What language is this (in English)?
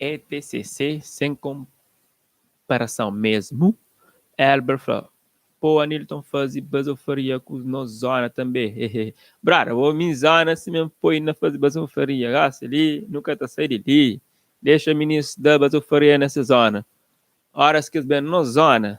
Kabuverdianu